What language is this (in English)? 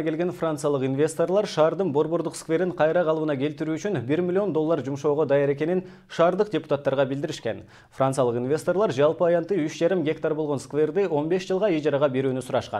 Kyrgyz